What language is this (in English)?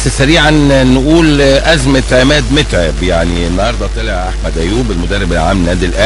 Egyptian Arabic